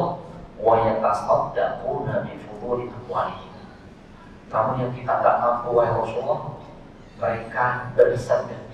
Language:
Indonesian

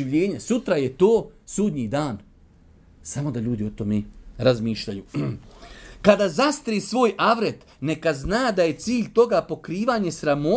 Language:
Bosnian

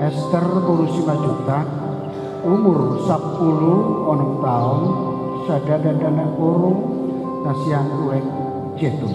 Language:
Batak Toba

